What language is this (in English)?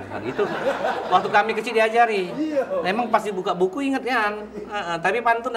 Musi